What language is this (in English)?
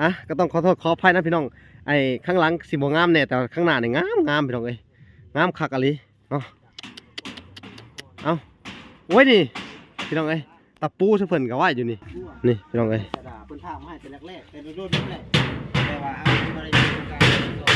Lao